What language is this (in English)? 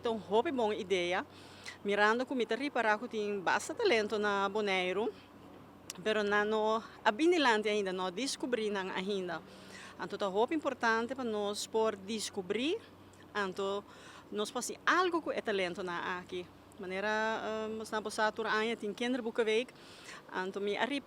Papiamento